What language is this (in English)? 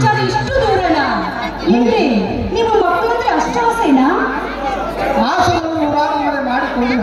Kannada